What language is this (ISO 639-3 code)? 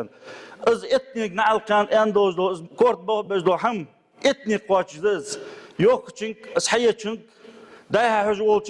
inh